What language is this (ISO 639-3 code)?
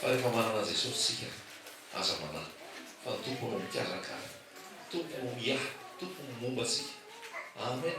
mlg